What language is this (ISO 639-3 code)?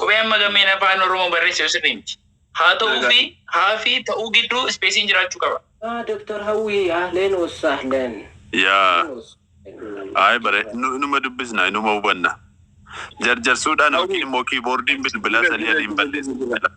orm